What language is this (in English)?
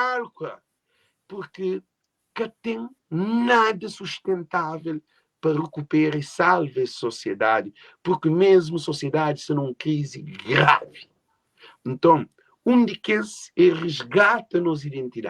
Kabuverdianu